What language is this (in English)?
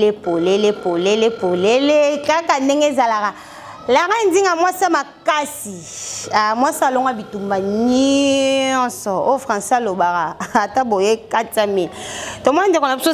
Lingala